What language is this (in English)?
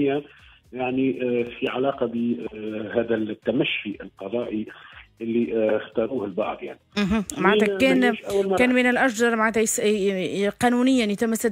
Tunisian Arabic